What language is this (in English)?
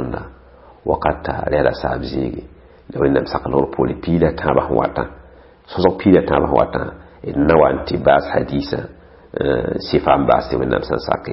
Mossi